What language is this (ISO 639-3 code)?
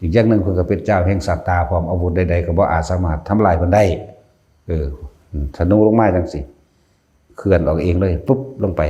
tts